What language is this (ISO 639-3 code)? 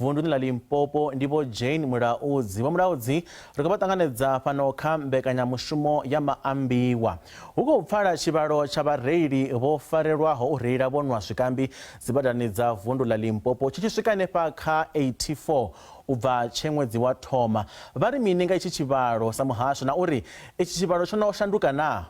ven